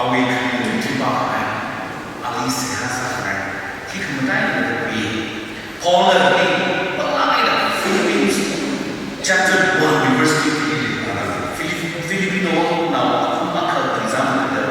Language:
Tangkhul Naga (India)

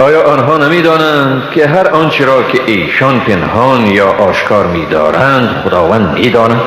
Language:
Tajik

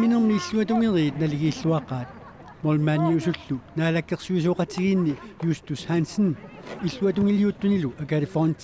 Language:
Kalaallisut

